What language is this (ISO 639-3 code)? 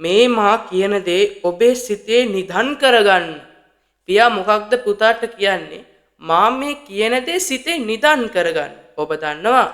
sin